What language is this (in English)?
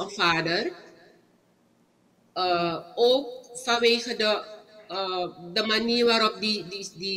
Dutch